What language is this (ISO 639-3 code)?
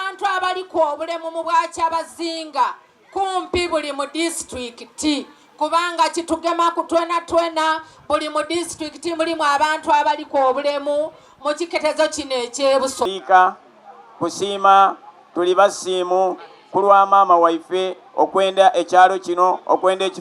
xog